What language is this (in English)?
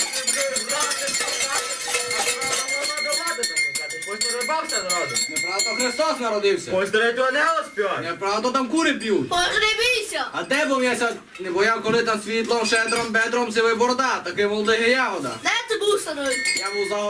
Rusyn